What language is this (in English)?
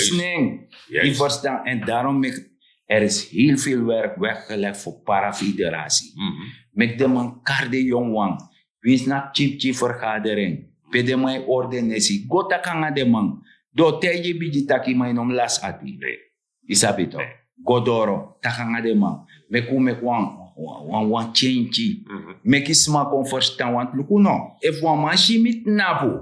Sranan Tongo